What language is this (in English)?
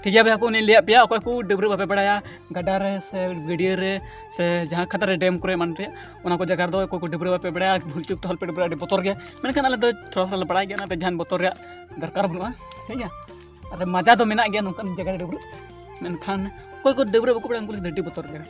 Santali